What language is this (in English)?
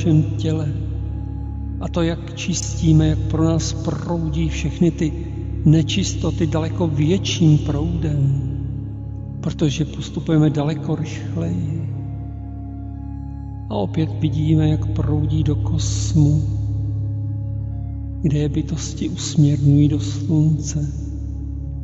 Czech